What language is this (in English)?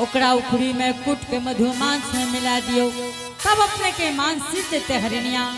Angika